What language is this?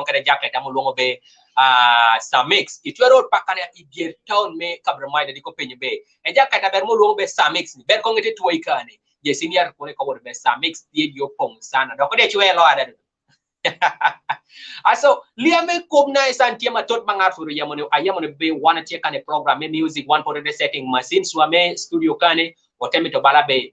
Kumam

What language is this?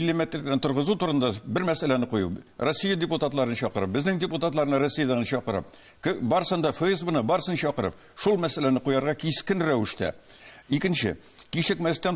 Tatar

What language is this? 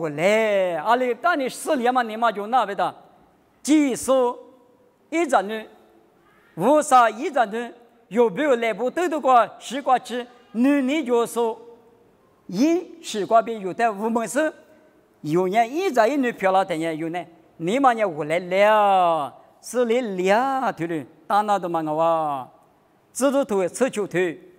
Lisu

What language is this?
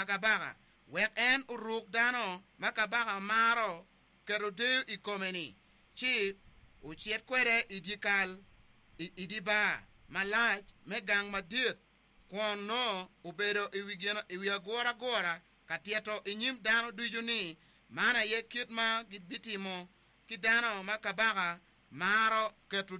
Acoli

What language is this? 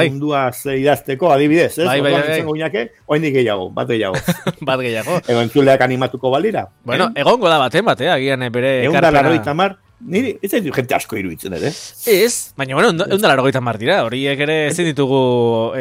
Basque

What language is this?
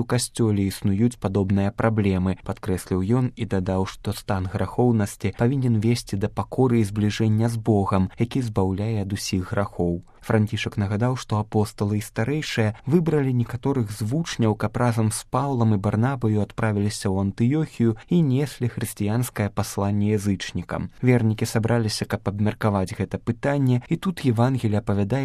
Belarusian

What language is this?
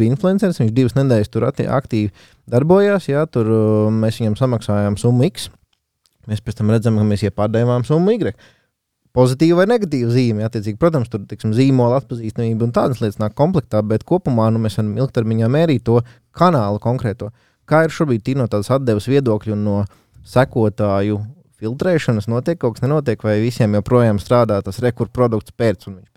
Latvian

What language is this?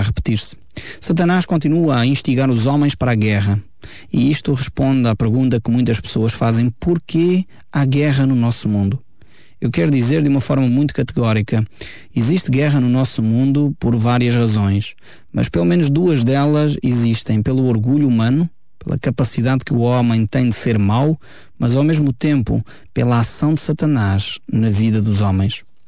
Portuguese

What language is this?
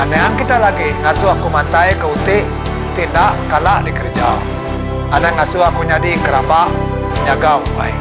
Iban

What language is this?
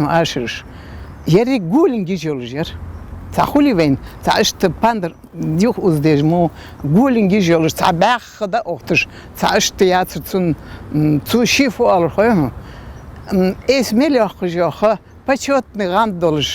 Ingush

